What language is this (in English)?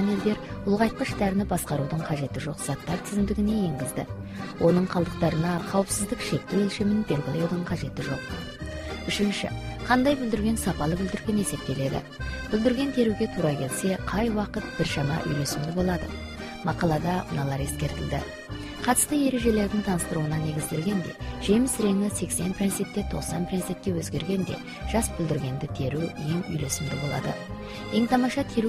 Kazakh